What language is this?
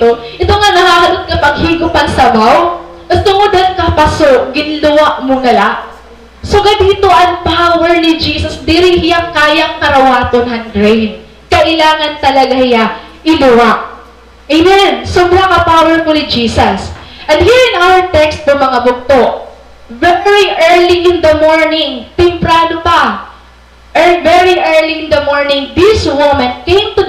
Waray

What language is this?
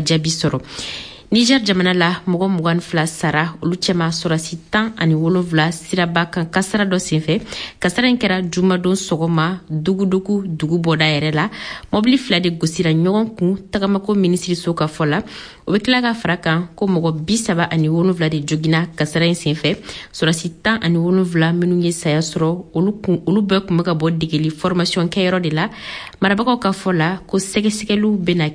Bambara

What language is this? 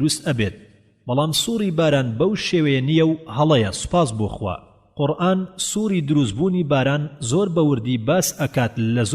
Central Kurdish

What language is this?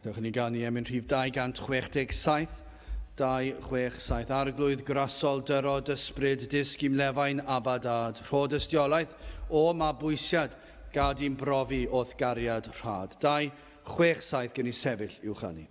Welsh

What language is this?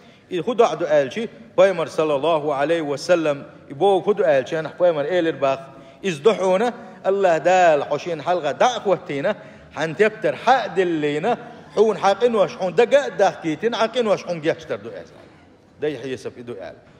Chechen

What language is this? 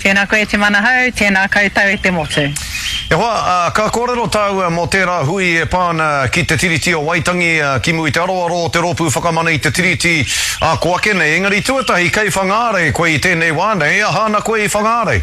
Māori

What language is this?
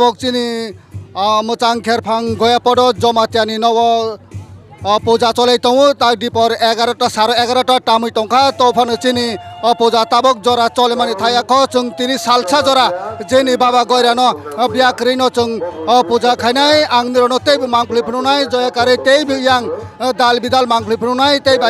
Kok Borok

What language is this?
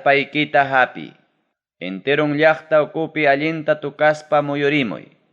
Ayacucho Quechua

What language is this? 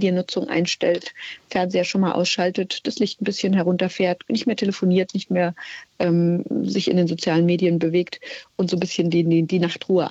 German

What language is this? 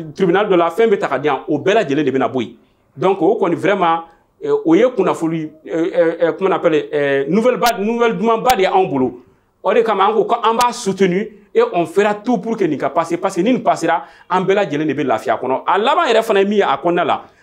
Bambara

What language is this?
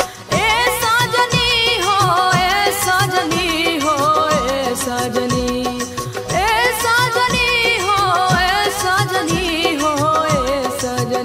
Bhojpuri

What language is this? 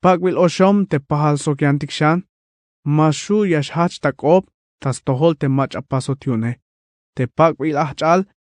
Tzeltal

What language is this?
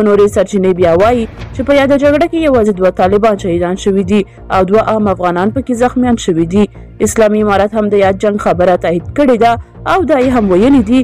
Pashto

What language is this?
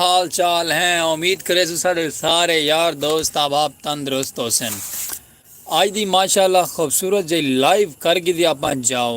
Saraiki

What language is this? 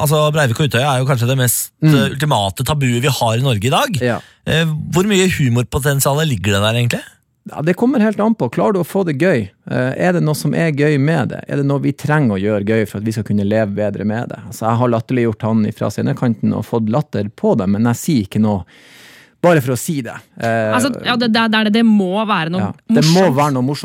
Norwegian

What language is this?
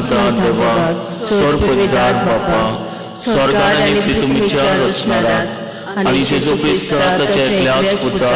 Konkani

